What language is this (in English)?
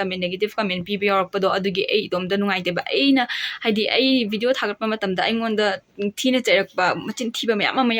Manipuri